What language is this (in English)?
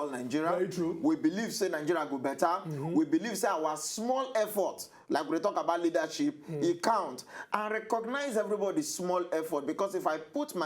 Nigerian Pidgin